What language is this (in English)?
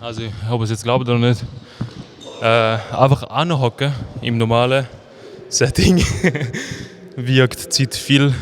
Swiss German